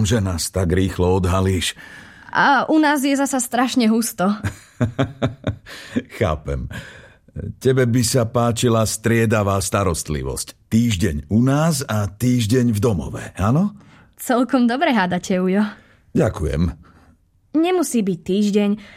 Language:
Slovak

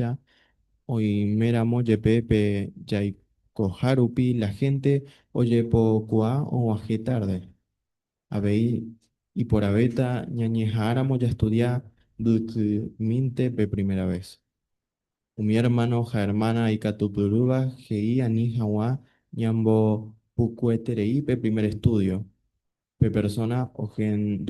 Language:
Guarani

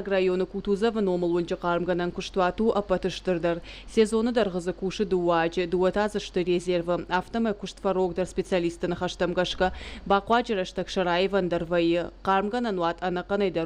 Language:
Ossetic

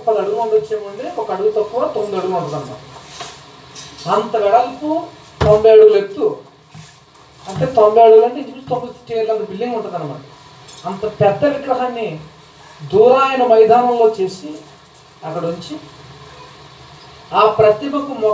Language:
Telugu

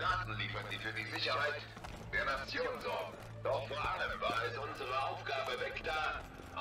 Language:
German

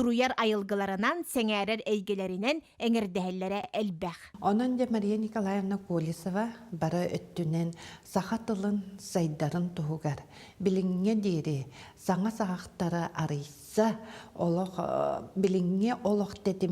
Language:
Yakut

